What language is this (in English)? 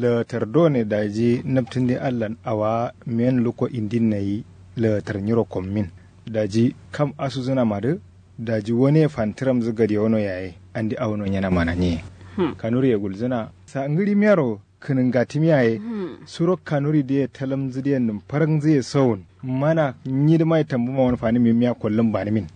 Kanuri